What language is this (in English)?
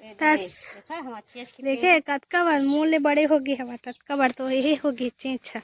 Chhattisgarhi